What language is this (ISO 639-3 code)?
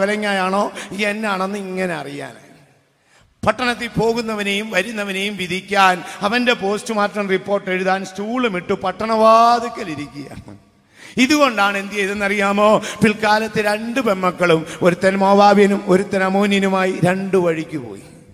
mal